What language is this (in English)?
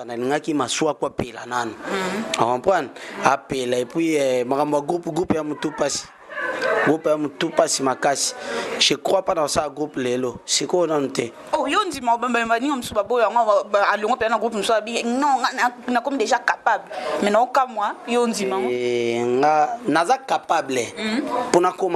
Lingala